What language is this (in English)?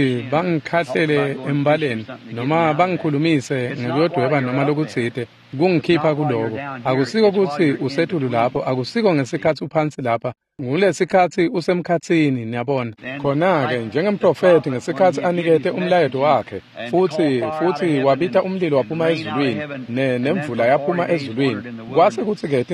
Swati